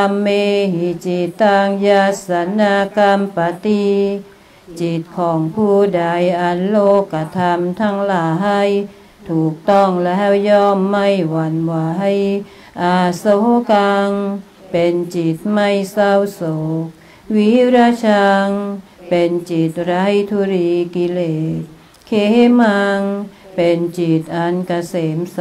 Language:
Thai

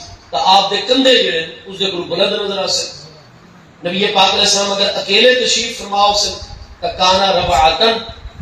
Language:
Saraiki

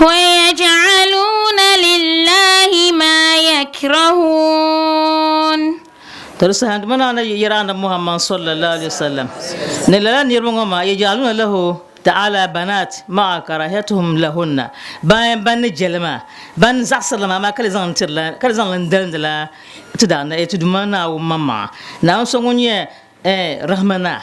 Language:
Dagbani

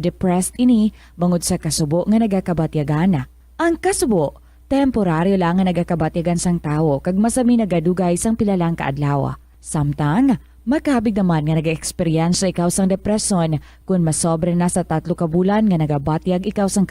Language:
Hiligaynon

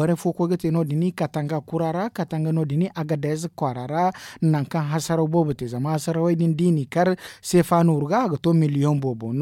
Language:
Zarma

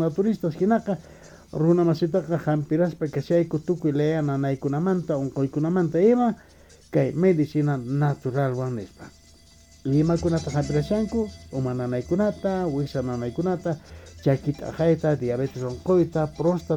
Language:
Quechua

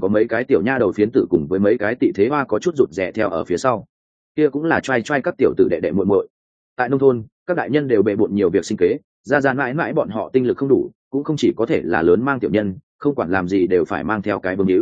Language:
Vietnamese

